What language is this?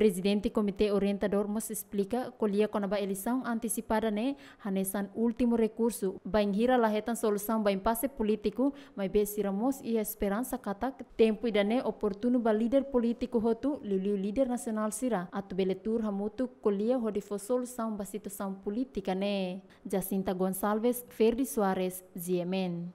Tetum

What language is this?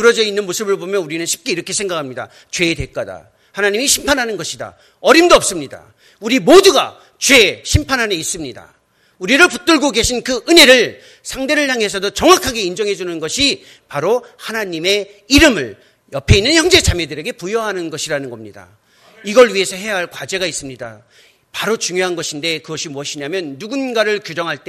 Korean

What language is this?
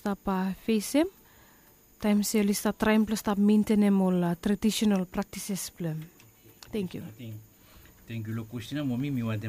Bislama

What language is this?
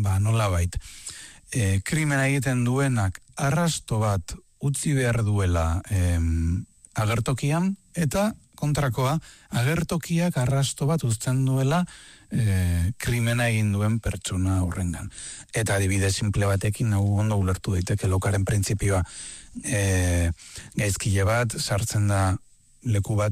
Basque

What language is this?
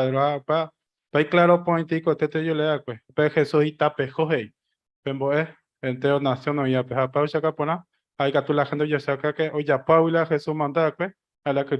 Guarani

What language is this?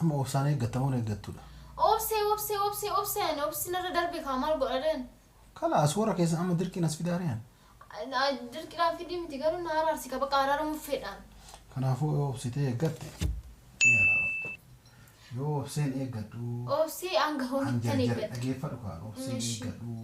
Oromo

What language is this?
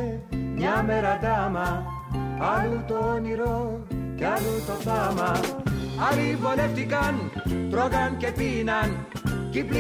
Greek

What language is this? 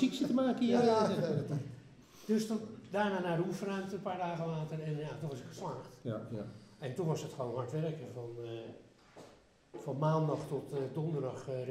Dutch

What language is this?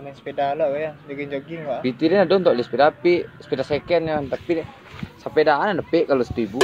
Minangkabau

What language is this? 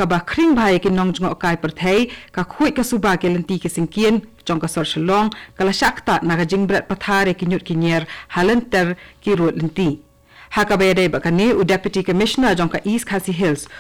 Khasi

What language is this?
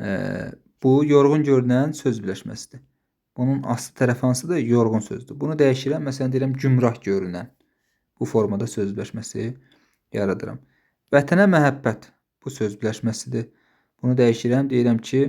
Azerbaijani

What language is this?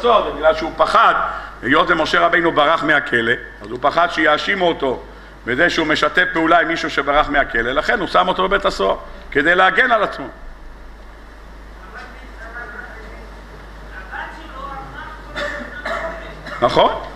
Hebrew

